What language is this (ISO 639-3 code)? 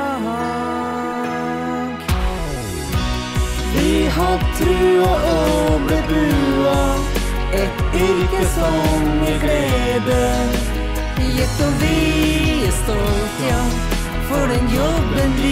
nor